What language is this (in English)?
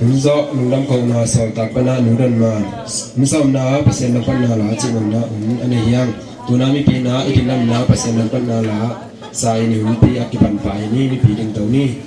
Tedim Chin